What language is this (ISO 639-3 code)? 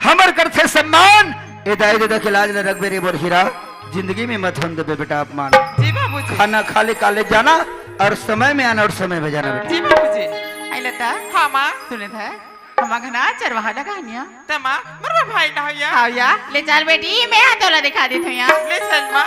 hne